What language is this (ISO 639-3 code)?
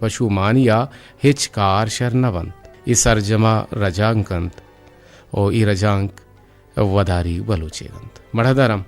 bgp